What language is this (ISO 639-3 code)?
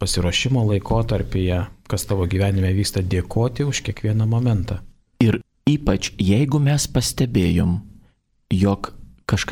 lit